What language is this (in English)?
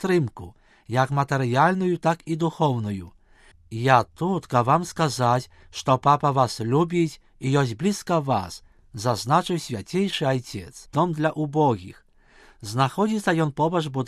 Belarusian